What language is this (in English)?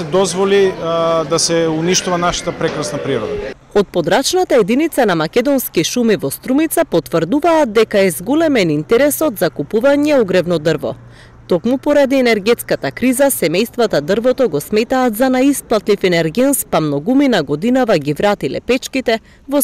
Macedonian